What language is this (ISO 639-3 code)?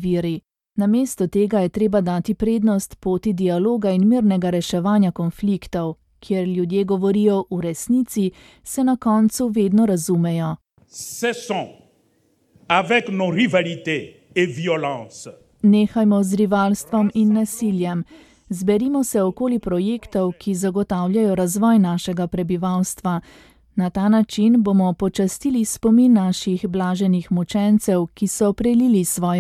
slv